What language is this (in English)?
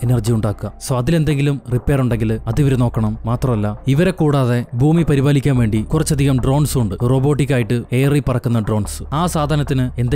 Malayalam